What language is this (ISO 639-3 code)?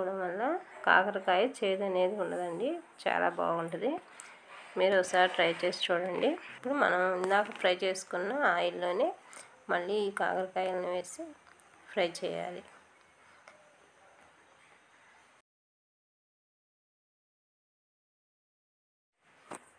tel